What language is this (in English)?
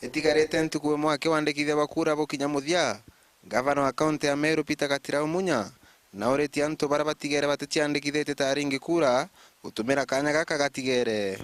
Meru